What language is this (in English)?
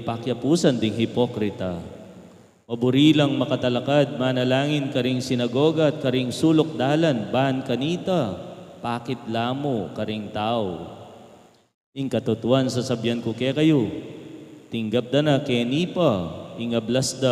Pampanga